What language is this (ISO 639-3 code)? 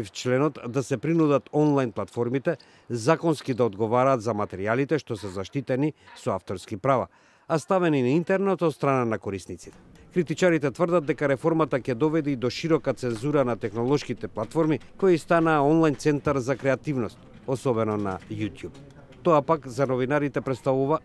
mkd